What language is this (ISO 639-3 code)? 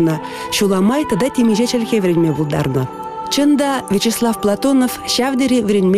chv